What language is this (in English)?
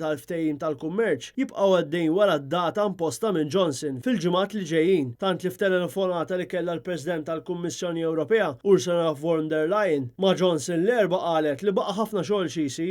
Maltese